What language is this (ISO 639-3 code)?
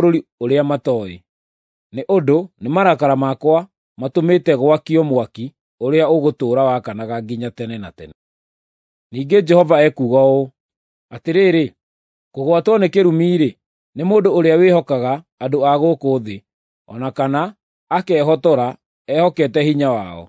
kik